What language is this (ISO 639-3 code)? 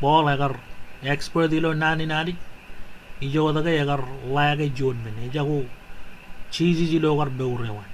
mah